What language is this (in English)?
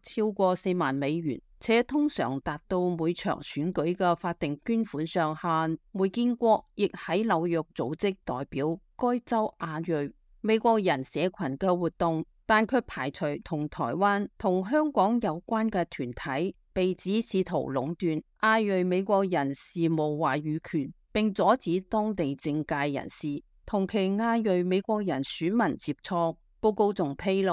Cantonese